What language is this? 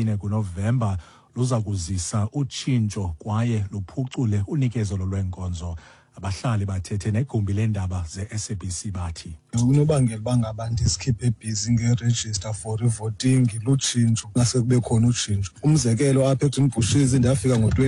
Xhosa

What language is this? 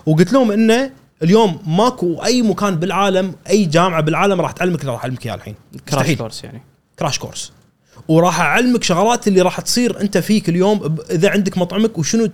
Gulf Arabic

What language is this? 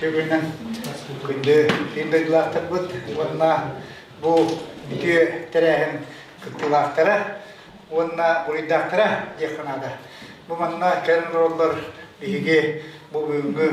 Yakut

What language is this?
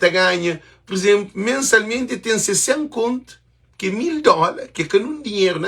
Kabuverdianu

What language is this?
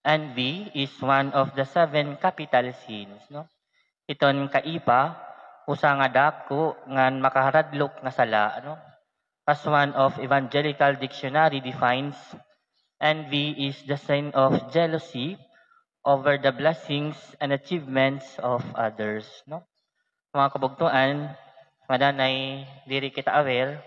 Waray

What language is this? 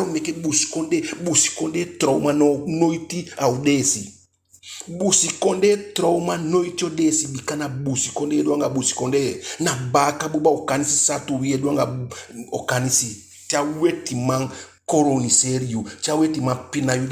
Eastern Maroon Creole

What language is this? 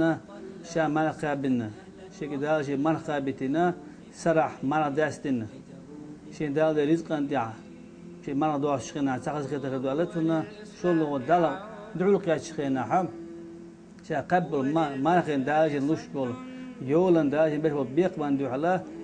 Chechen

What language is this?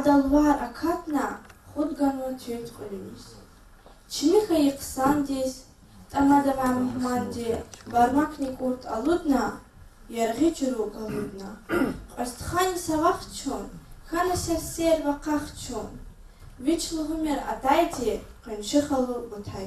Lezghian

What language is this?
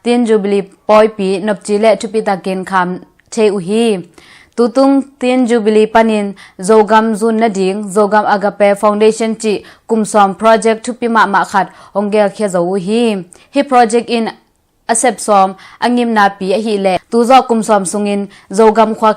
Tedim Chin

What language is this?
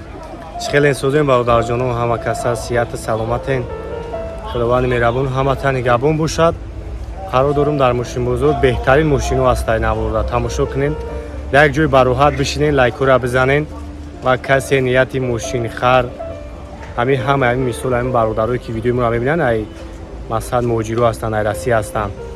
Tajik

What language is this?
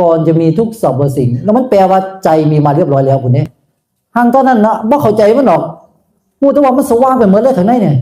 Northeastern Thai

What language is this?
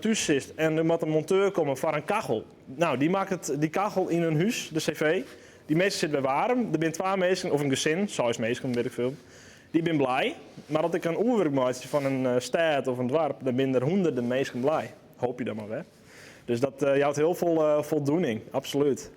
Western Frisian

